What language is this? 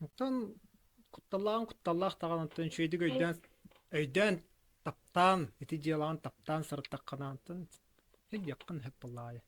Yakut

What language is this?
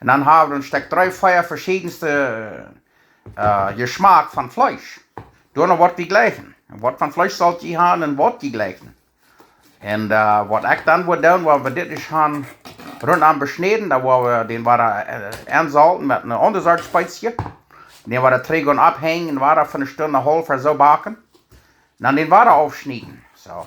Plautdietsch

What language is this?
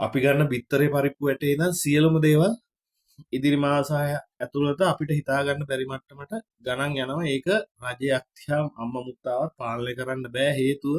Sinhala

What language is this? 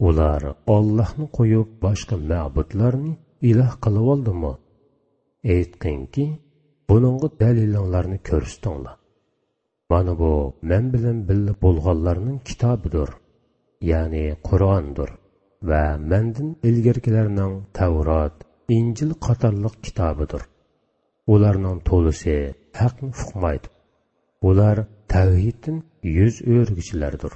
Uyghur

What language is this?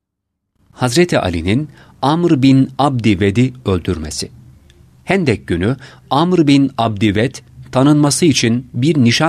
Turkish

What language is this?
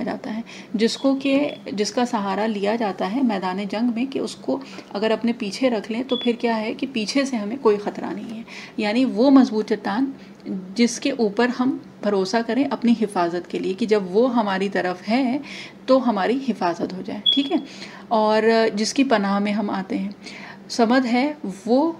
Urdu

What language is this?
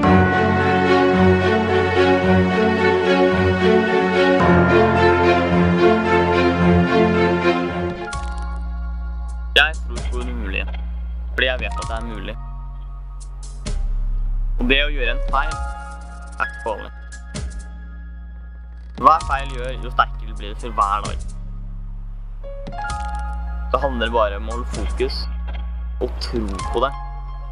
Norwegian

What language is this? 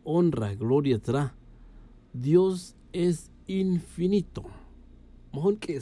Tz'utujil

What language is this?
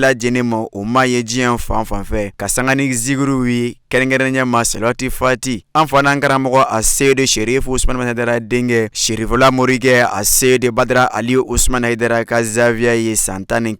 Bambara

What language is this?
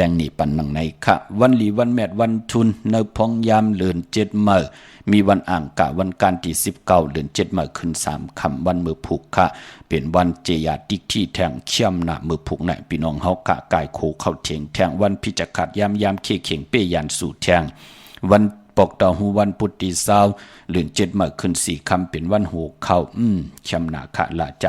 Shan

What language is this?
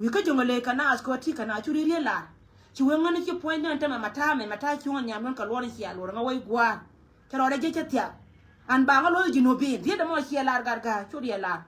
Nuer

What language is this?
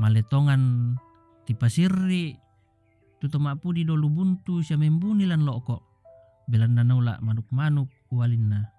Toraja-Sa'dan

